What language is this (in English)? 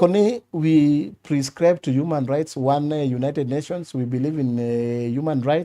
Luo (Kenya and Tanzania)